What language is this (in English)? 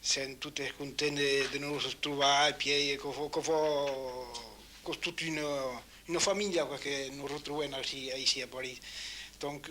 Occitan